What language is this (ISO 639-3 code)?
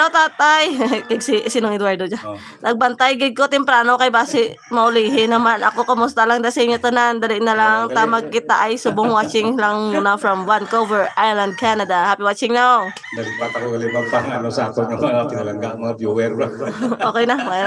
hil